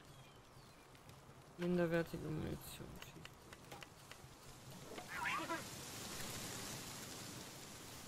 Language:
German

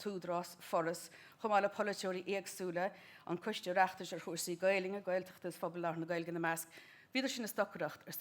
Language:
Irish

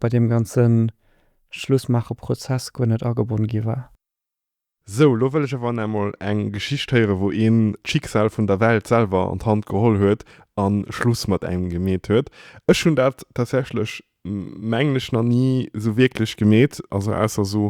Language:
Luxembourgish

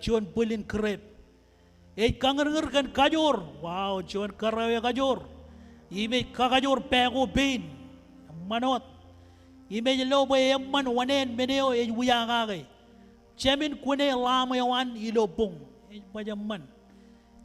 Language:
Marshallese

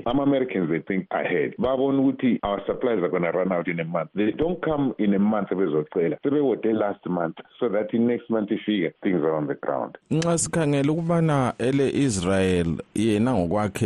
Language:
North Ndebele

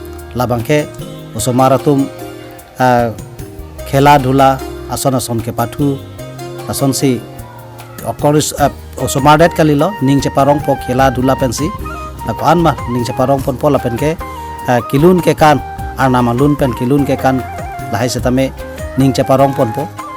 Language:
Karbi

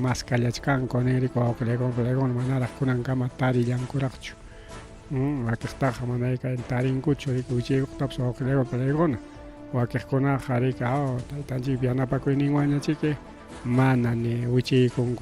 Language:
Ayacucho Quechua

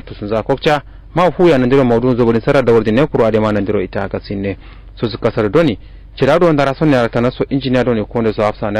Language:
Kanuri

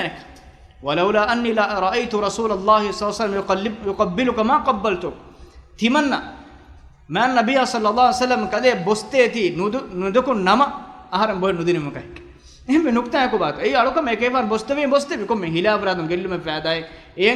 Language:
Divehi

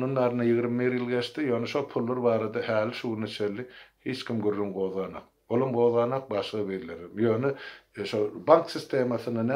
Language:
Turkmen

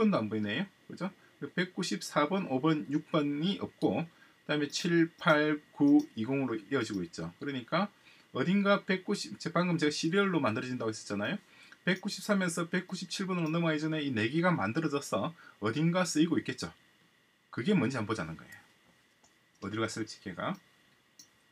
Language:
Korean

